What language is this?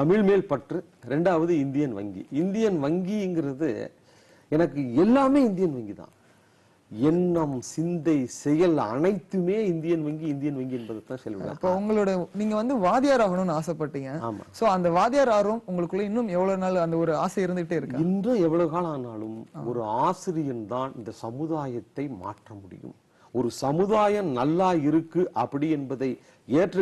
Tamil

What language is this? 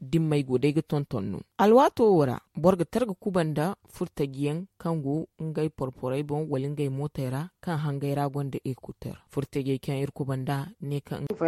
Zarma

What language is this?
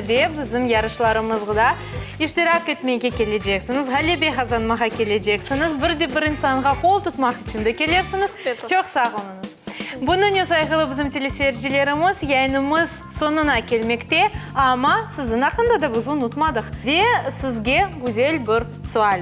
Crimean Tatar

